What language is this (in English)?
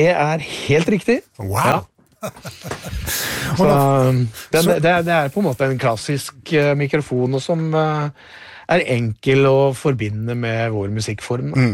Norwegian